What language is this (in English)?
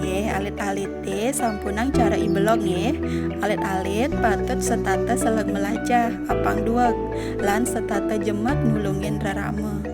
Balinese